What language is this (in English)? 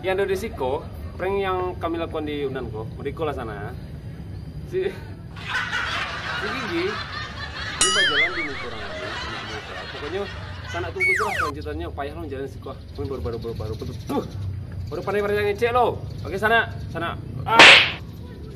Minangkabau